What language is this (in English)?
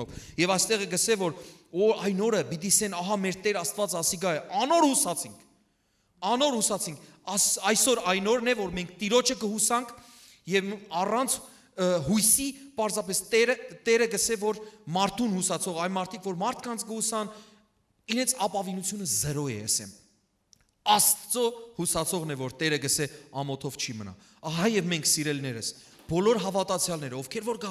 Western Armenian